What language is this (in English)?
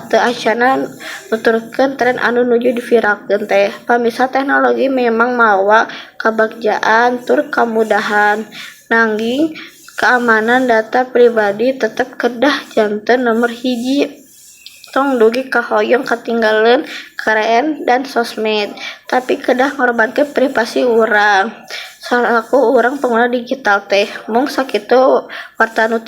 Sundanese